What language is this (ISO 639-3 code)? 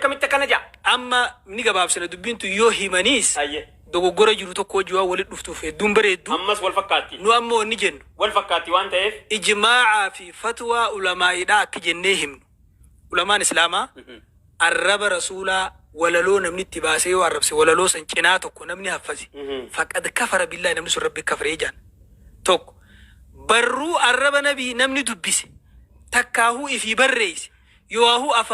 orm